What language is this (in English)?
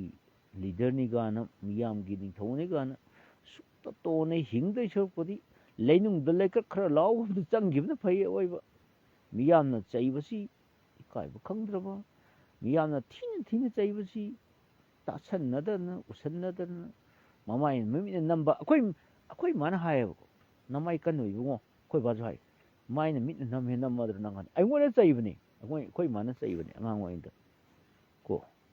Manipuri